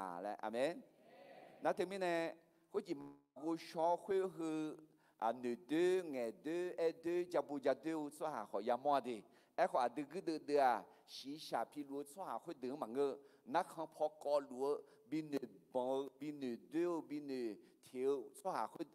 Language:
Akha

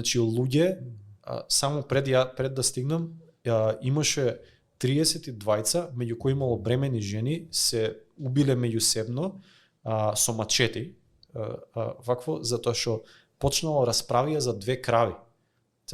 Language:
Macedonian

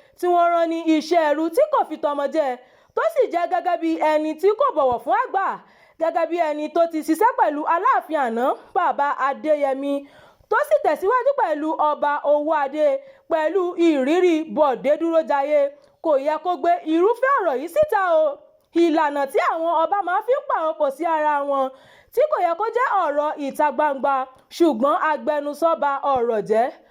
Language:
Yoruba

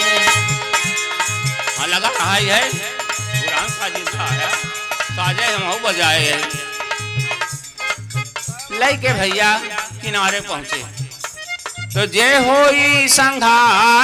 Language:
Bhojpuri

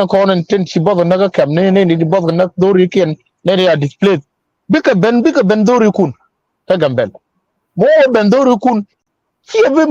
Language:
Nuer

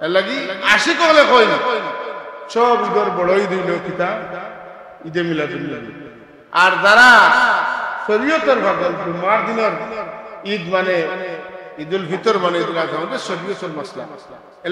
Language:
Sylheti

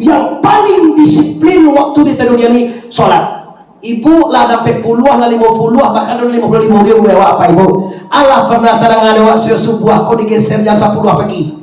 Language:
Minangkabau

